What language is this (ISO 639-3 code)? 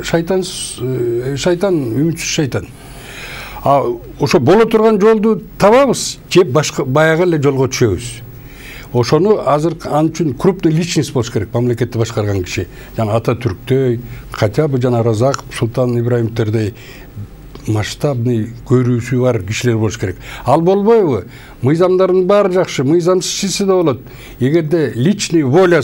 kir